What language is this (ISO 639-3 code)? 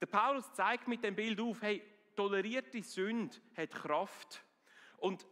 gsw